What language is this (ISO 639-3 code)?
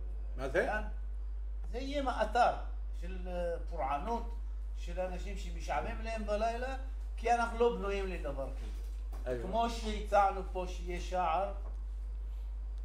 heb